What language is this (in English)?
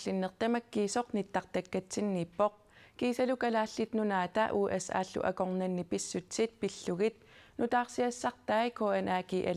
Kalaallisut